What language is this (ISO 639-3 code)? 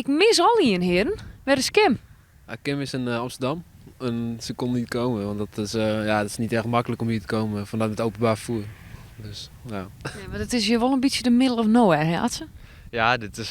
fry